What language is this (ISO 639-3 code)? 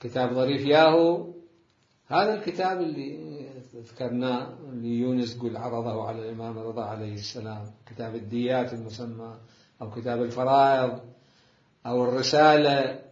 acm